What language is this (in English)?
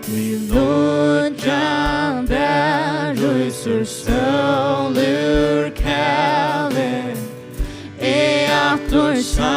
Faroese